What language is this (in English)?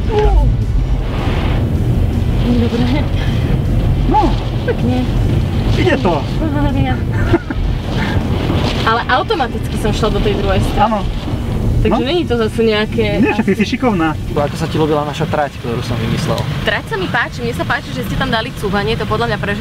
Slovak